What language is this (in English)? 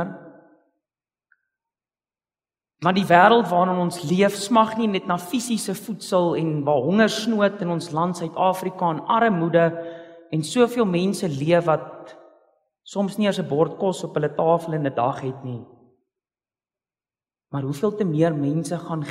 Afrikaans